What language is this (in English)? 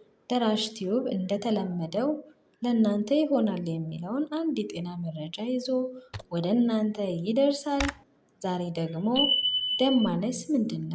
Amharic